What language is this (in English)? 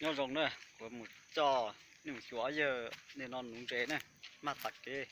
Hmong